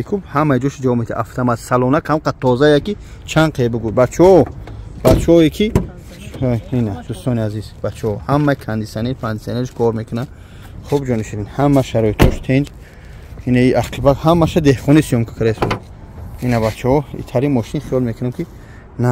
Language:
Tajik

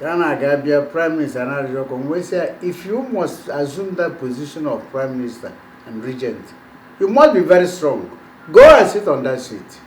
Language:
Igbo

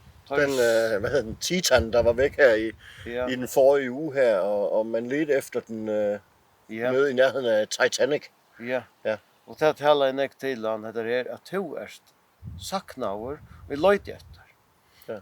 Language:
Faroese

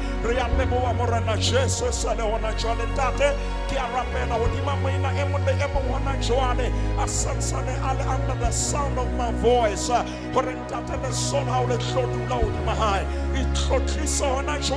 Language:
Southern Sotho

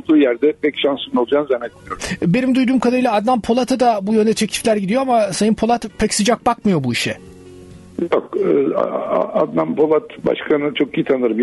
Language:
Turkish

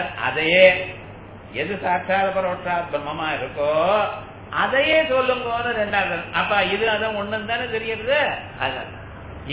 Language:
Tamil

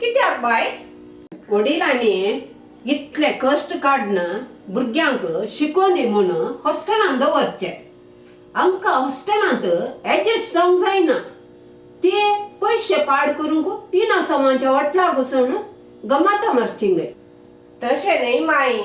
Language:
Konkani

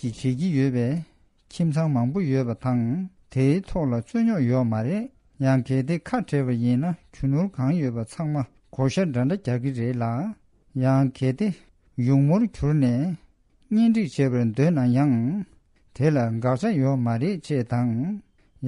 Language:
Tibetan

